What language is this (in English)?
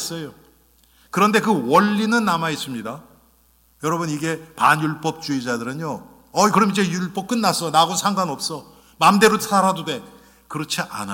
Korean